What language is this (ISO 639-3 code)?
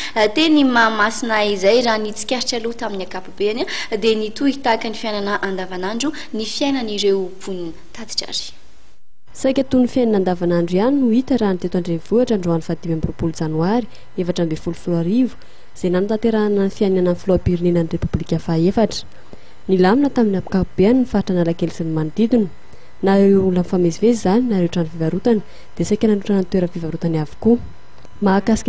mlg